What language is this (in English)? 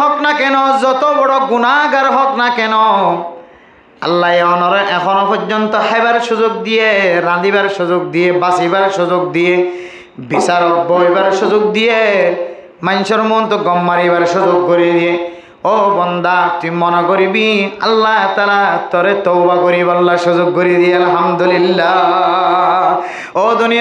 Rohingya